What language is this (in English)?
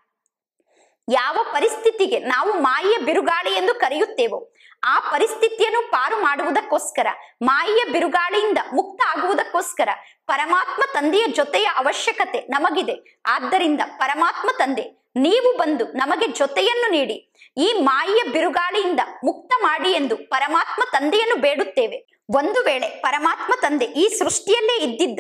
Kannada